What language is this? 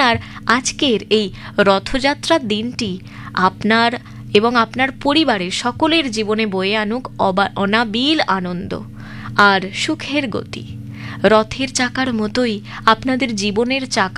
Bangla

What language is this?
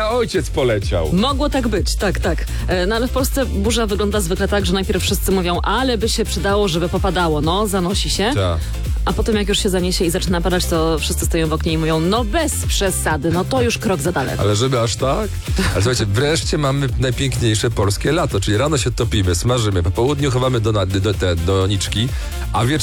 Polish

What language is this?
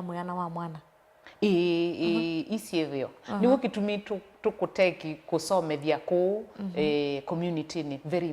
Kamba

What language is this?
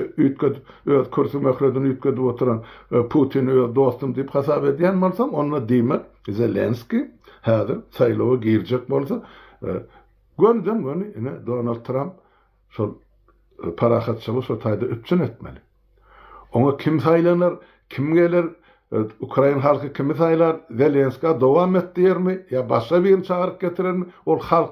Turkmen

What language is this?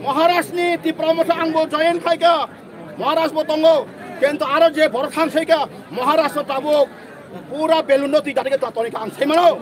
Riang (India)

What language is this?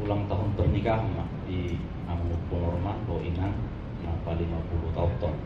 Batak Toba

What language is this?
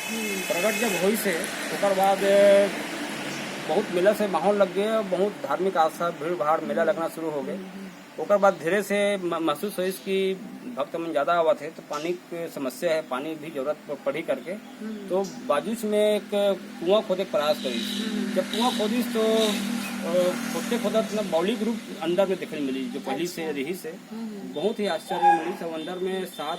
Chhattisgarhi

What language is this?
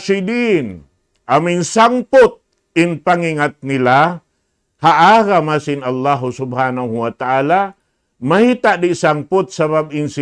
Tausug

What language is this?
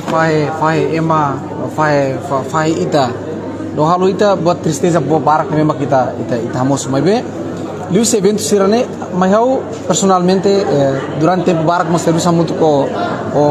Tetum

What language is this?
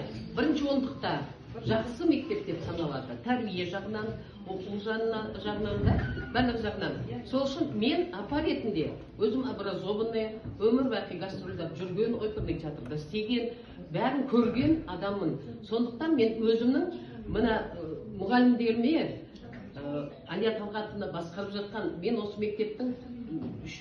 Kazakh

